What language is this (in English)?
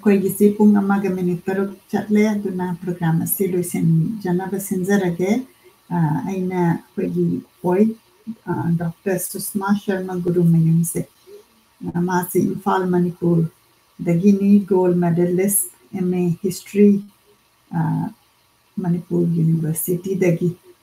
Manipuri